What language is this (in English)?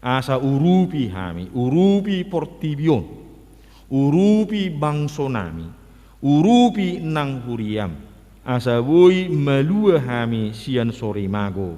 Batak Toba